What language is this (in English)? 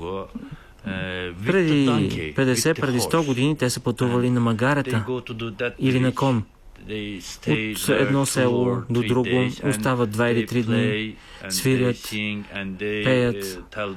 Bulgarian